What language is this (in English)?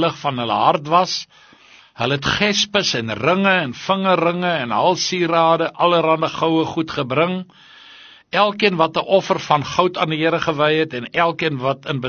Afrikaans